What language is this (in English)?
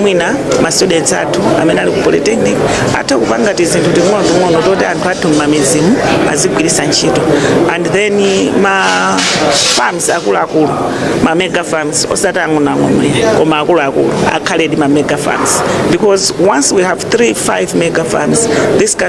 Nyanja